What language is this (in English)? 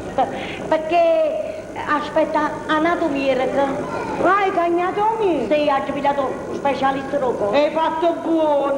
Neapolitan